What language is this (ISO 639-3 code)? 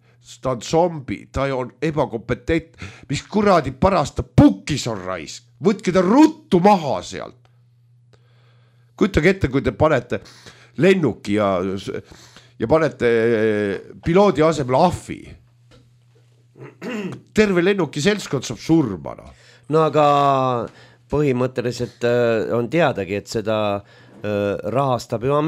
est